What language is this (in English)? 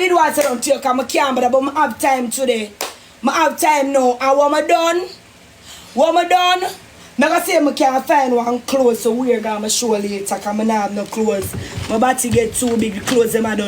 Jamaican Creole English